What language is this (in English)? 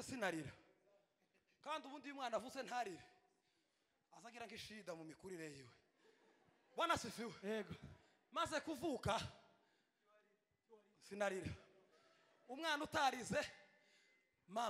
Kinyarwanda